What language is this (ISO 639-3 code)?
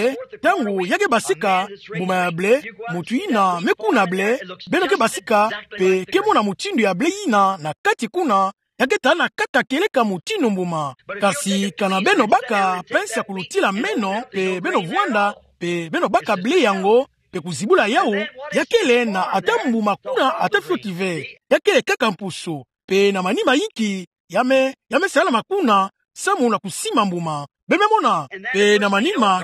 ktu